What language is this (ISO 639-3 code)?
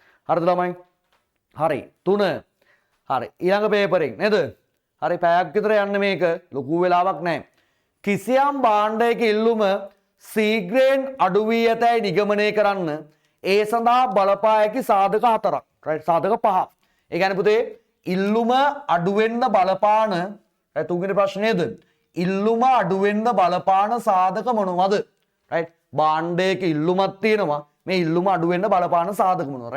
sin